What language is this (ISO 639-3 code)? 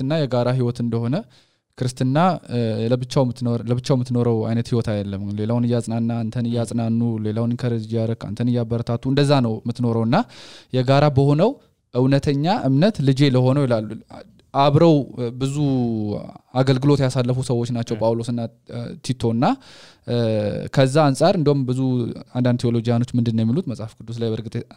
amh